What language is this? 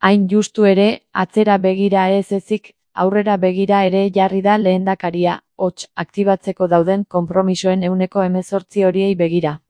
Basque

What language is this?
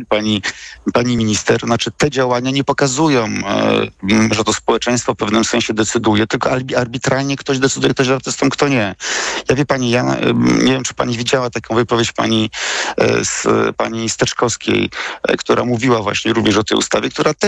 Polish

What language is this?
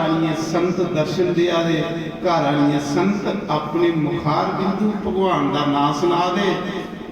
Dogri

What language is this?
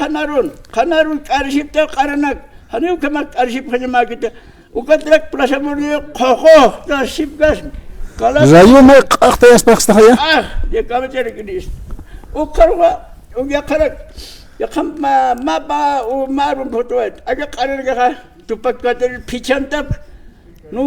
Aymara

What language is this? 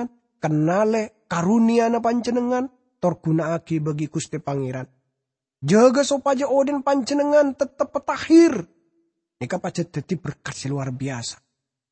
Madurese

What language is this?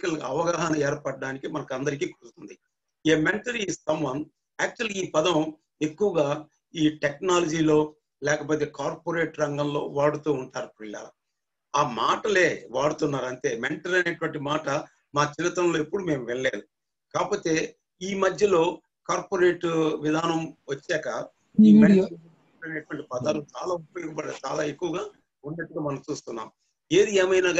Telugu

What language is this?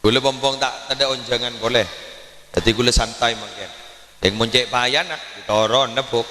Madurese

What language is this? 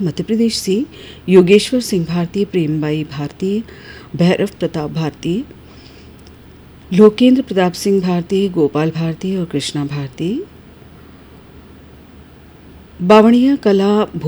Hindi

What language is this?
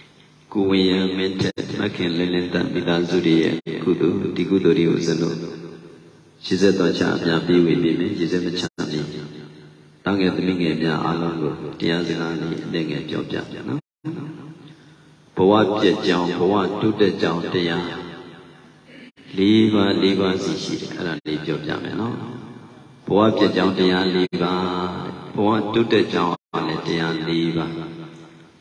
Burmese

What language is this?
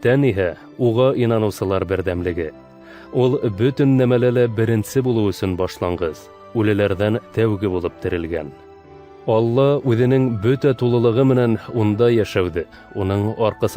Bashkir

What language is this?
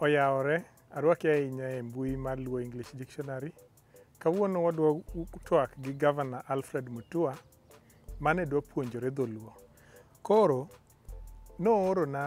Luo (Kenya and Tanzania)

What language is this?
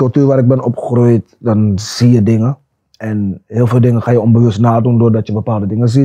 Dutch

